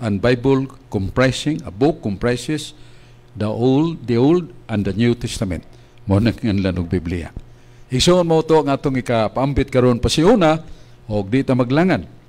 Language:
Cebuano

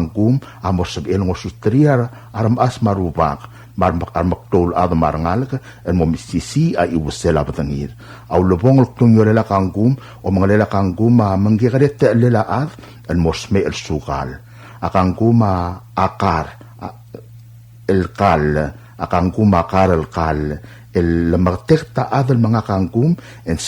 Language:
Palauan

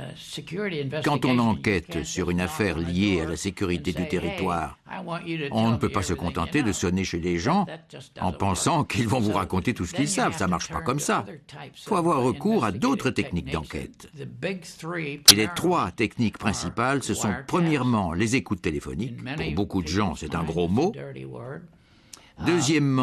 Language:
French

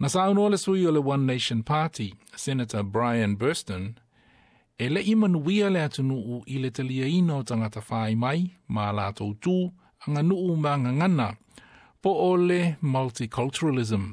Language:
Samoan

